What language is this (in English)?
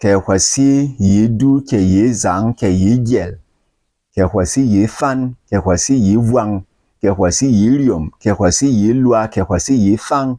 Berom